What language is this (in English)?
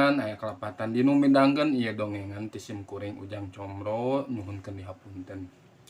Sundanese